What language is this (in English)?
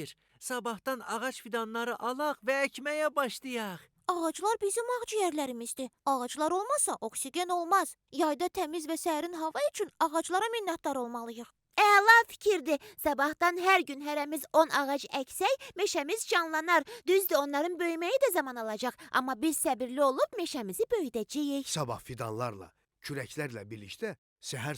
Azerbaijani